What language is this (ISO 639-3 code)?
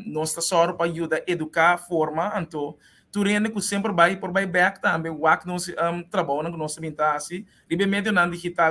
pap